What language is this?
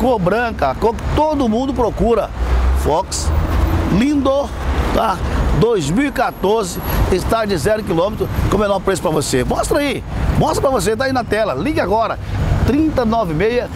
Portuguese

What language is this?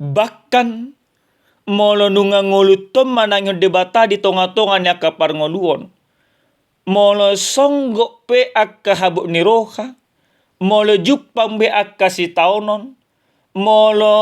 Batak Toba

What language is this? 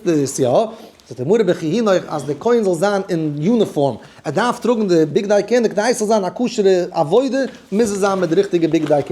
Yiddish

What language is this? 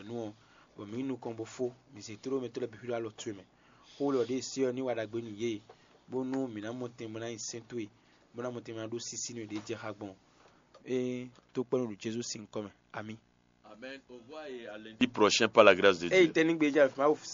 Fon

